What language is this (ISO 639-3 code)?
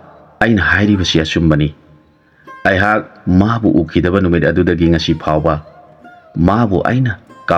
mni